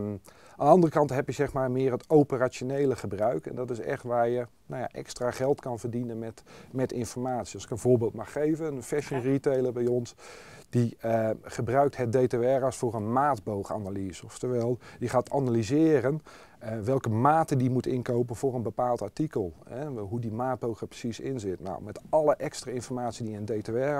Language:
Dutch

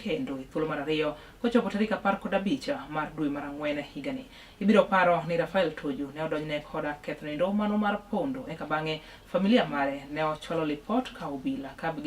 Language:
Luo (Kenya and Tanzania)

